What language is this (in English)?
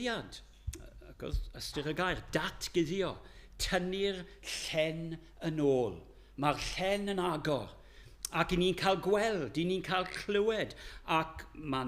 Welsh